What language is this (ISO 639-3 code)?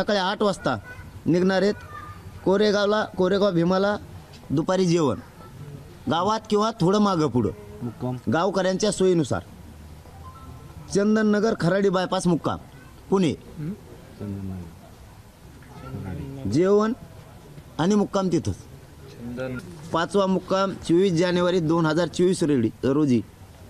mar